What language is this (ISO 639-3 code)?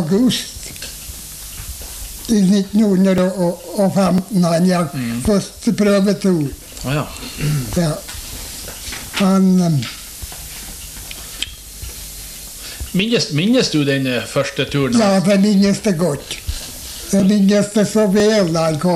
nor